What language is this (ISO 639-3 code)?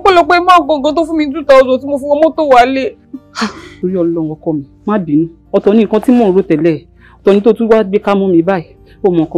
yor